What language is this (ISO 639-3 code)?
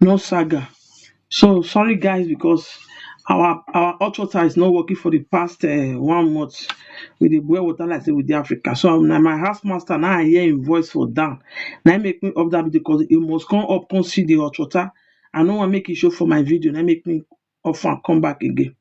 pcm